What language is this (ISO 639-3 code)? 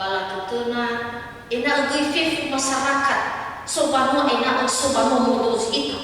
nia